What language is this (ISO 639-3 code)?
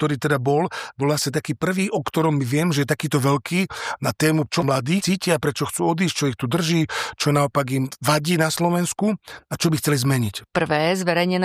slk